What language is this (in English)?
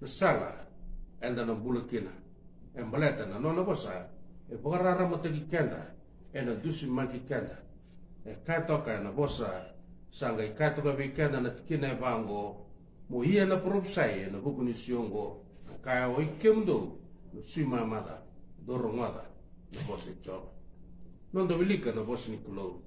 Fijian